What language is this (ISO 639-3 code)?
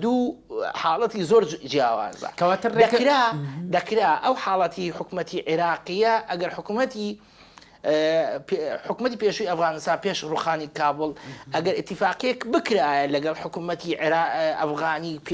ckb